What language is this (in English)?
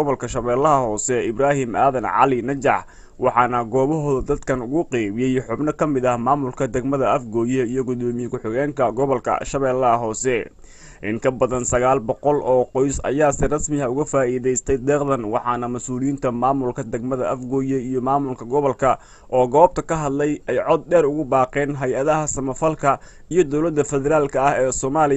Somali